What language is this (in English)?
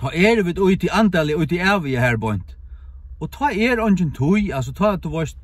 Faroese